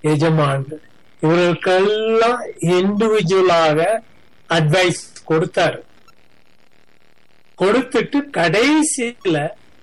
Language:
Tamil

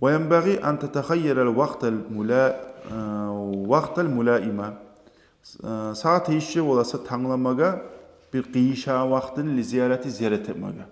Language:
Kumyk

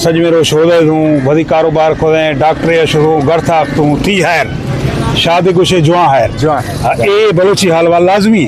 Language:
Eastern Balochi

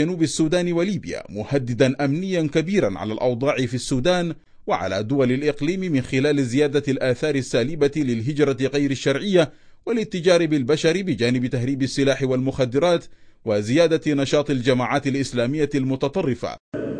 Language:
Arabic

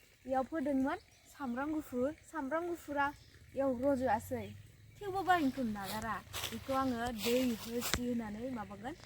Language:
Bodo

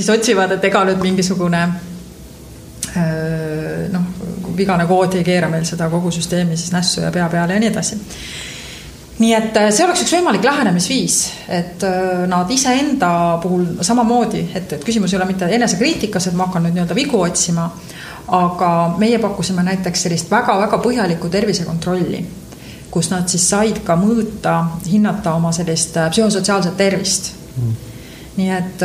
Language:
Estonian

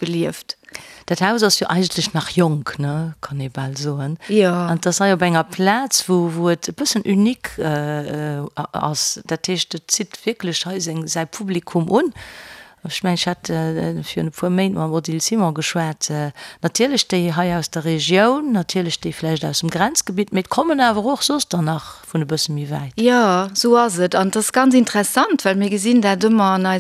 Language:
Luxembourgish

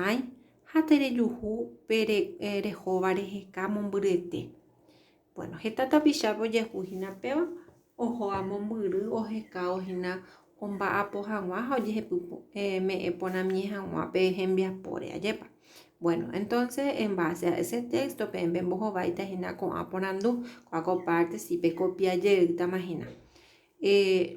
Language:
Guarani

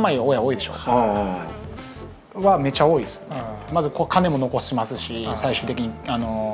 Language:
Japanese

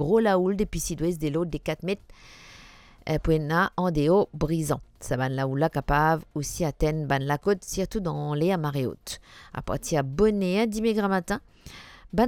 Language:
Morisyen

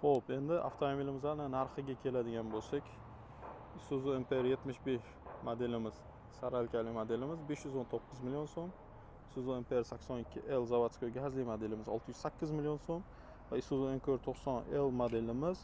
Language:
Uzbek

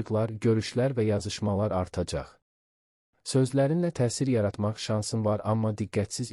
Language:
Azerbaijani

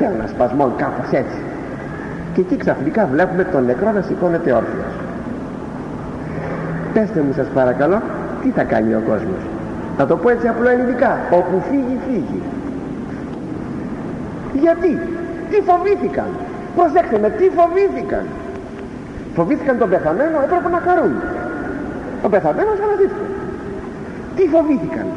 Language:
Greek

